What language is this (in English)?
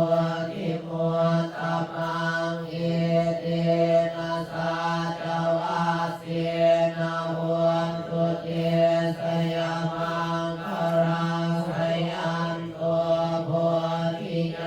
Pali